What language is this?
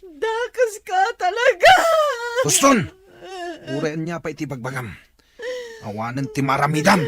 Iloko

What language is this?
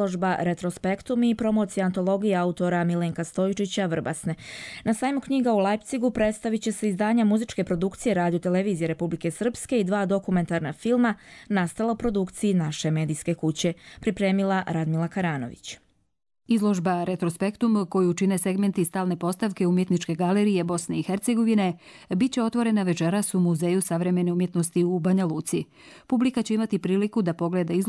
Croatian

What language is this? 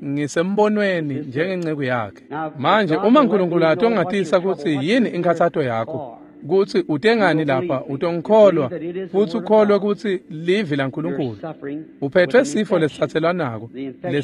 Swati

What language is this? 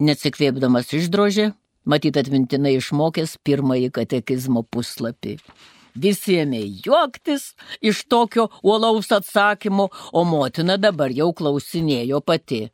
Lithuanian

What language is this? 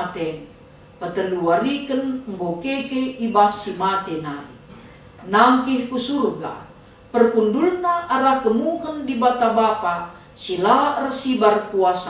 Batak Karo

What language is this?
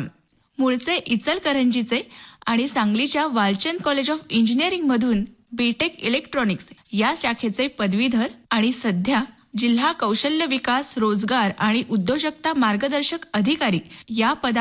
Marathi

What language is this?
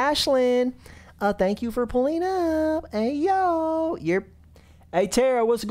English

